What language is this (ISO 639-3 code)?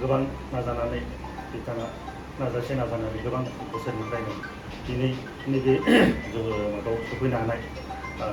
brx